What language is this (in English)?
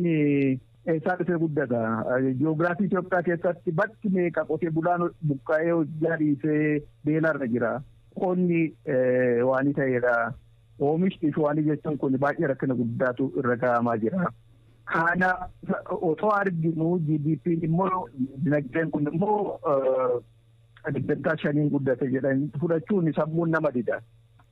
Oromo